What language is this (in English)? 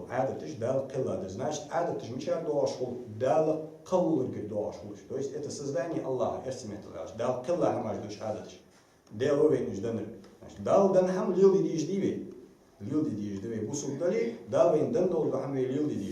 Ingush